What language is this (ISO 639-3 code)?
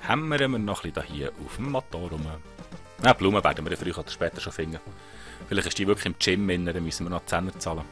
gsw